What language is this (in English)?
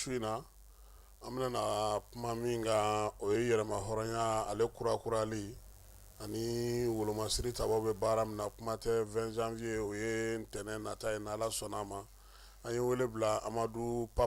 Bambara